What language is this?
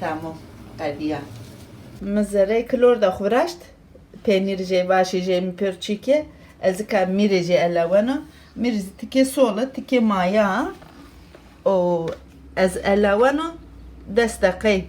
Zaza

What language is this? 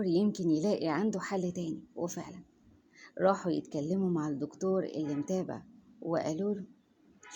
Egyptian Arabic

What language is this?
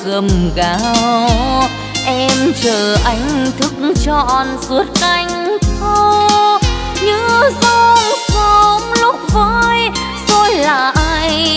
Vietnamese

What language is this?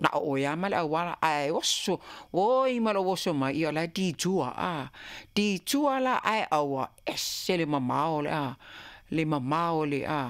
Samoan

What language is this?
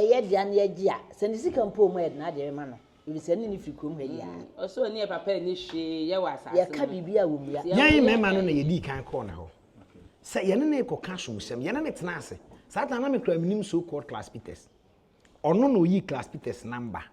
Akan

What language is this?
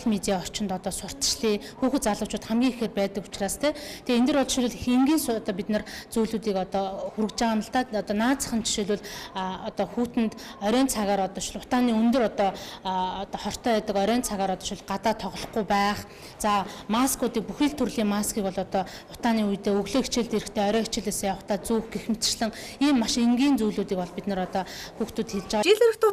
Mongolian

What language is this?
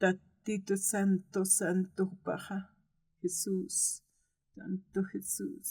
Aymara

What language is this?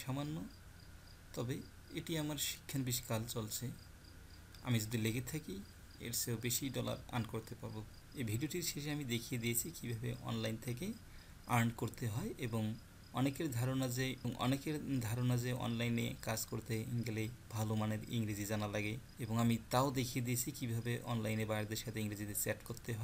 Bangla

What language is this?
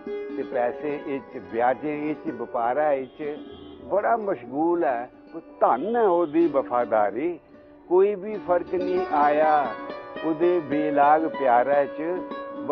Dogri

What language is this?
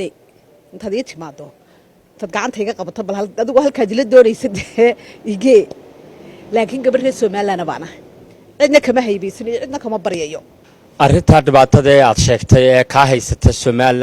Somali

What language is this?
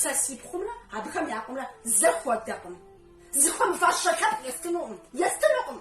Kabardian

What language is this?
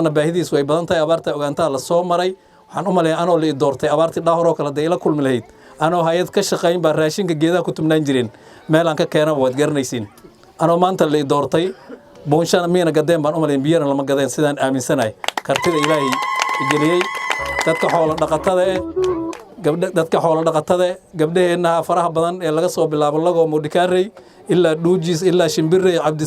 Somali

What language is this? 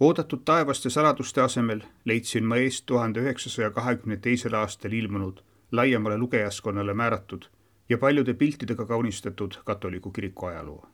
Estonian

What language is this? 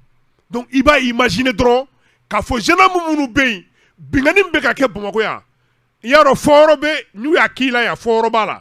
Bambara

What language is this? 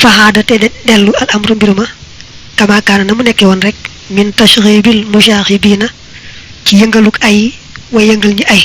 Wolof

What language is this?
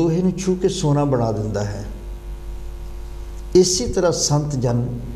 Punjabi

